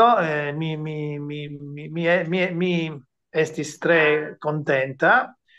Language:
Esperanto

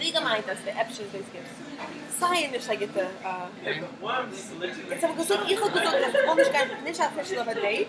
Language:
Yiddish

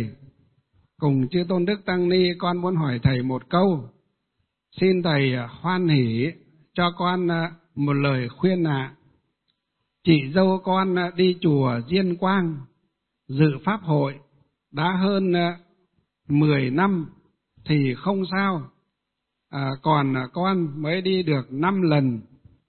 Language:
Vietnamese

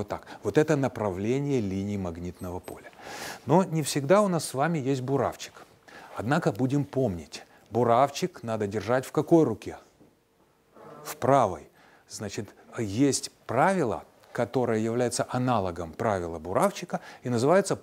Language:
Russian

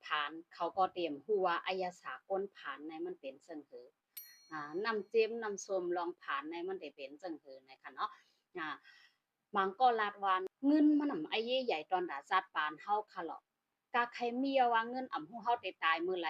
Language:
Shan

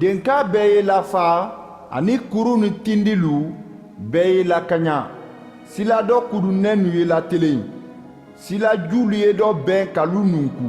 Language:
Mandingo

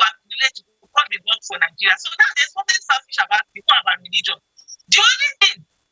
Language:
Nigerian Pidgin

